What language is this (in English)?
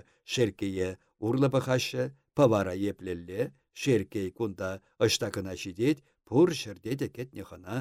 Chuvash